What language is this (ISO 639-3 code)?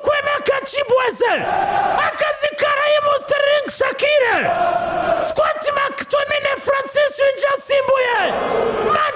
kin